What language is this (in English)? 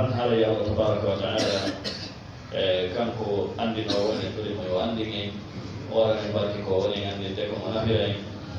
Fula